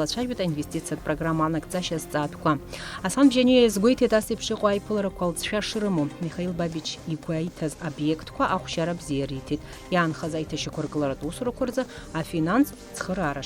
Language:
Abkhazian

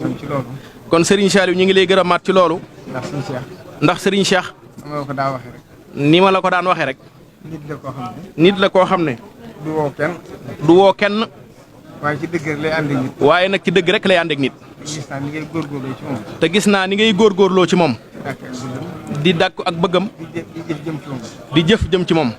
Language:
Wolof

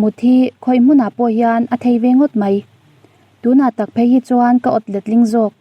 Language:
Mizo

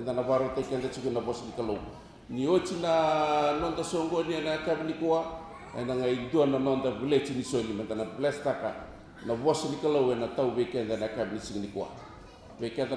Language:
Fijian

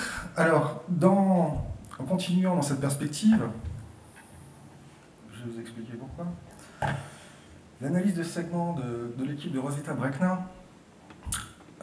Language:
French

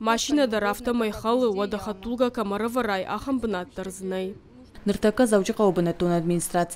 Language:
Ossetic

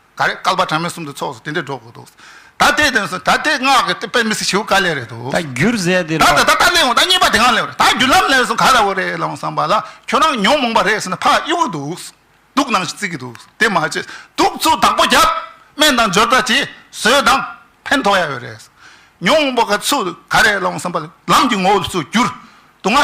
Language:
Tibetan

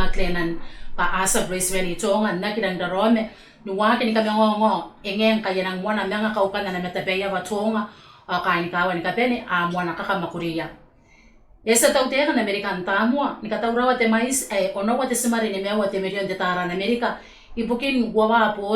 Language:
Gilbertese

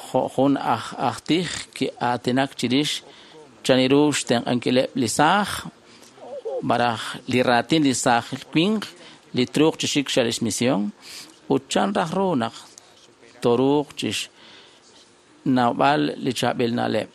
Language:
Kekchí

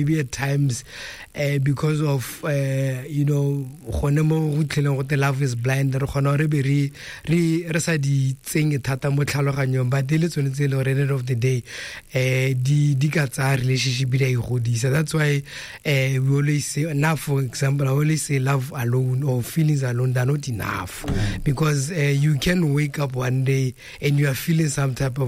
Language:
Tswana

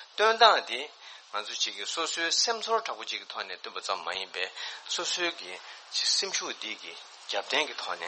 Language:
Tibetan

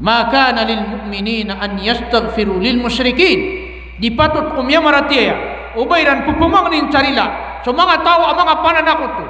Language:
Maranao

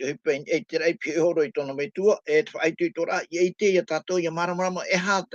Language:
Tahitian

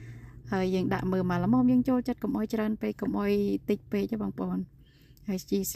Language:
Khmer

